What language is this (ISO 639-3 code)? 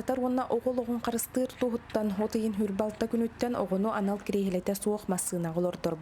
sah